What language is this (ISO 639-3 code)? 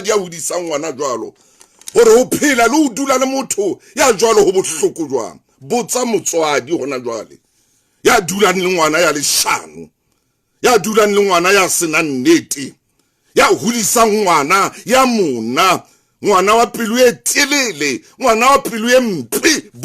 sot